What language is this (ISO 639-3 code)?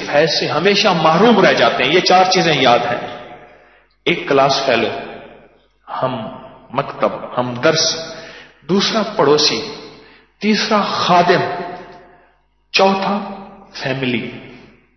urd